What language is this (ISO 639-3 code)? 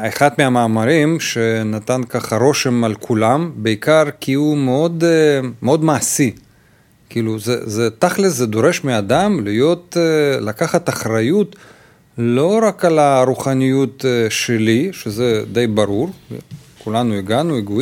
heb